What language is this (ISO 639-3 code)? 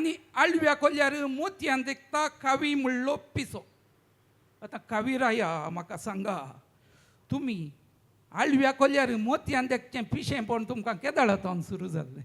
kok